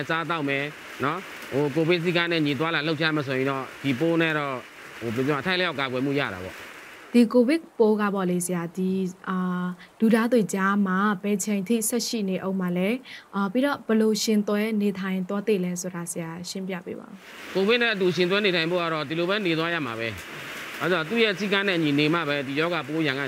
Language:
Burmese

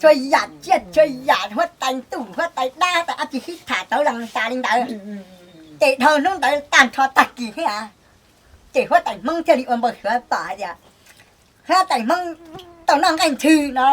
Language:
Hmong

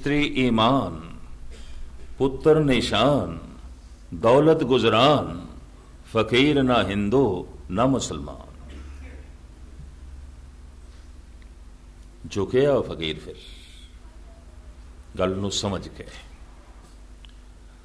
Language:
Punjabi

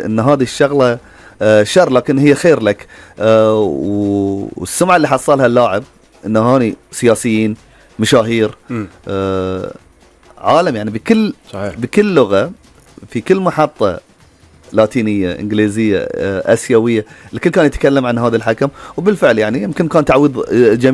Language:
Gulf Arabic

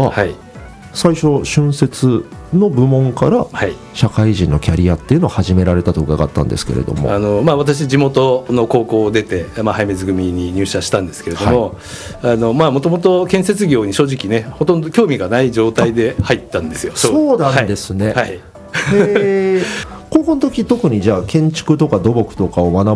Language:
Japanese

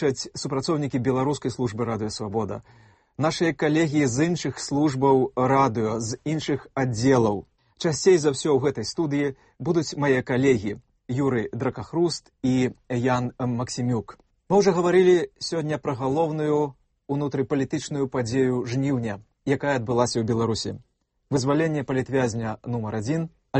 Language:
Belarusian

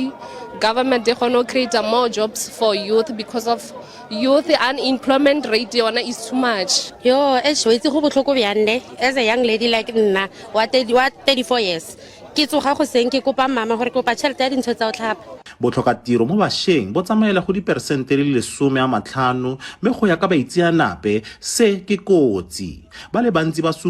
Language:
Tswana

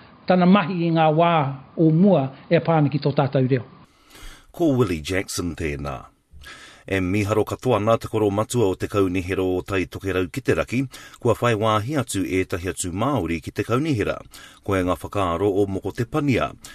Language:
Māori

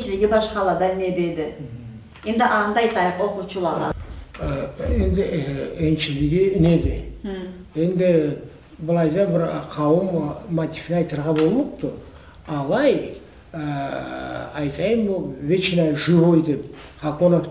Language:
Karachay-Balkar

